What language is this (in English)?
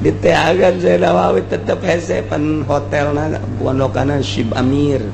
Sundanese